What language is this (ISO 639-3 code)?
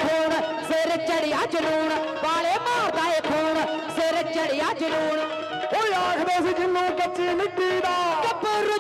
pan